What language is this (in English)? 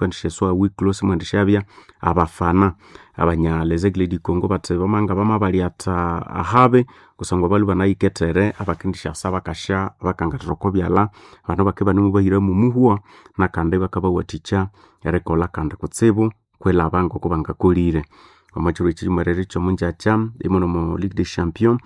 Nande